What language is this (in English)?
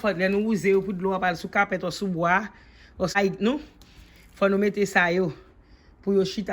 Haitian Creole